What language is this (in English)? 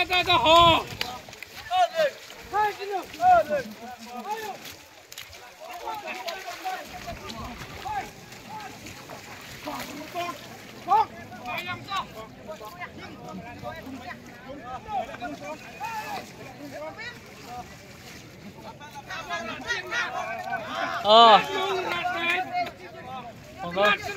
Malay